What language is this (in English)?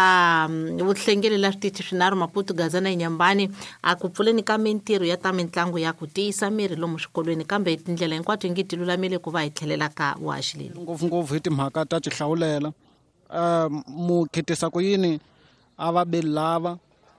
Tsonga